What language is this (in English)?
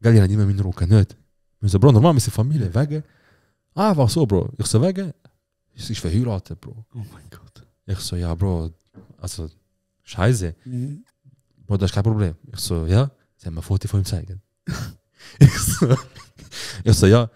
Swiss German